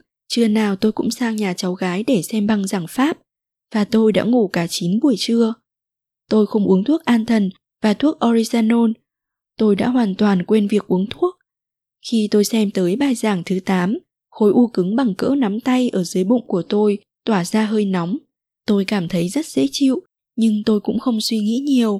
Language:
Vietnamese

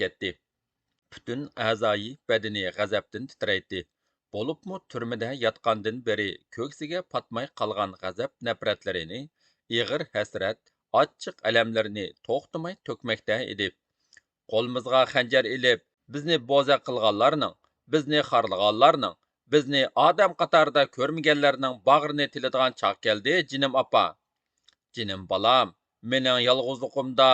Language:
Uyghur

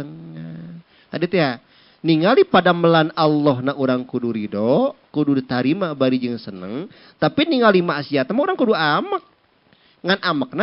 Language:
Sundanese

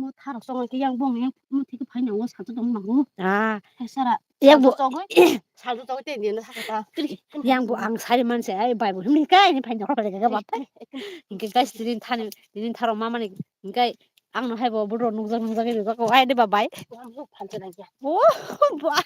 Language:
Kok Borok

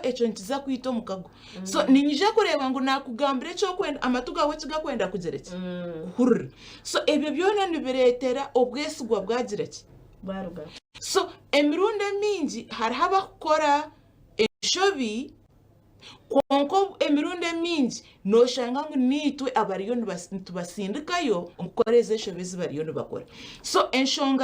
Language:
Nyankole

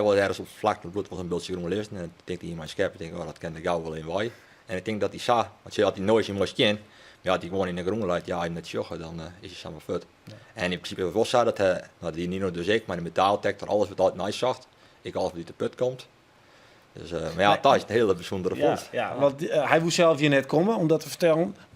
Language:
Western Frisian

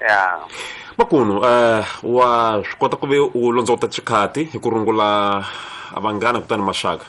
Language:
Tsonga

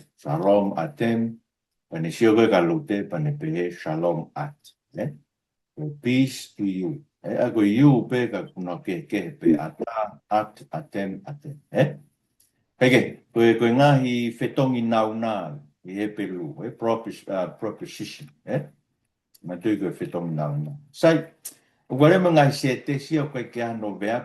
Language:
Tongan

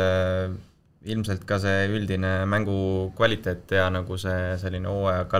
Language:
Estonian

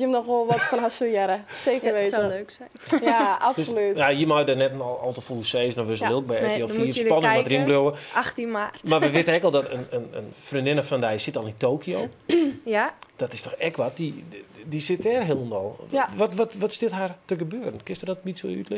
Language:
Western Frisian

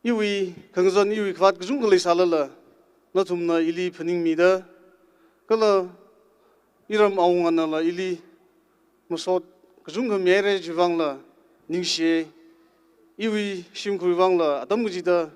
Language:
Tangkhul Naga (India)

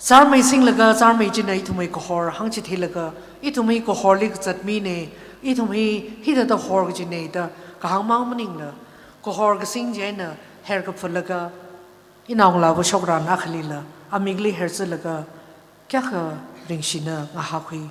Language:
Tangkhul Naga (India)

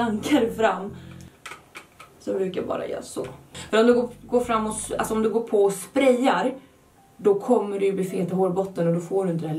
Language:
Swedish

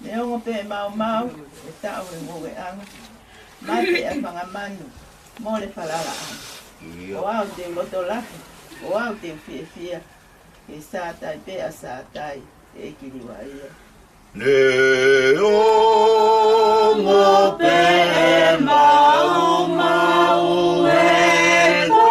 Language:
Tongan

